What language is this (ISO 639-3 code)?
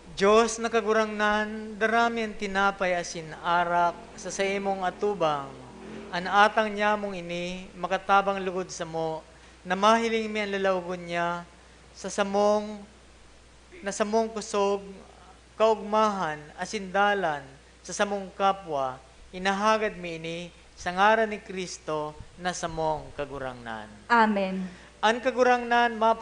bik